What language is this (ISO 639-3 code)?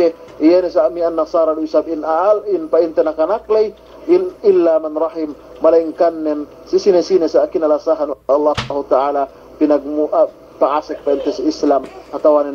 yka